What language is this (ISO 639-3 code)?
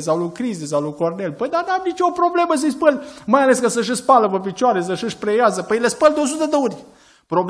ron